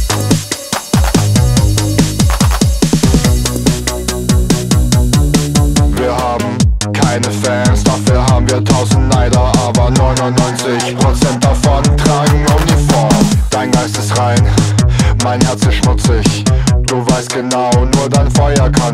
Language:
German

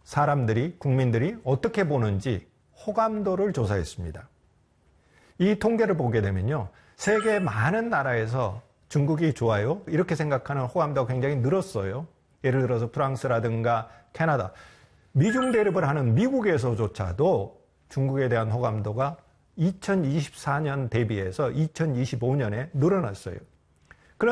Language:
Korean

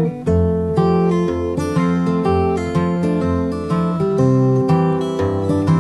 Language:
Danish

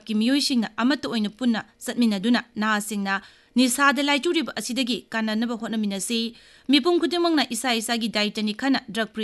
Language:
Manipuri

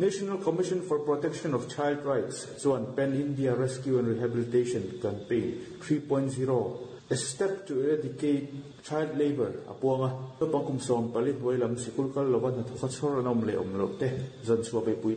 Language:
Mizo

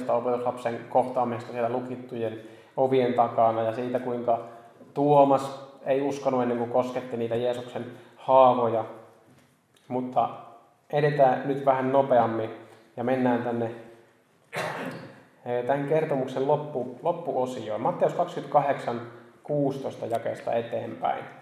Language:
Finnish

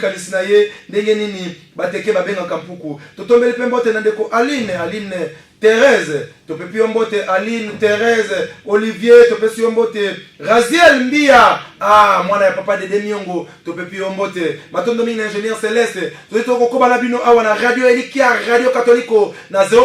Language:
Lingala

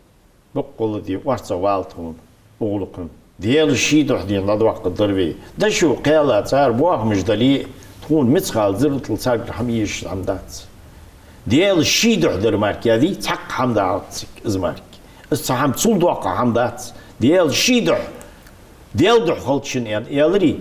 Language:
Ingush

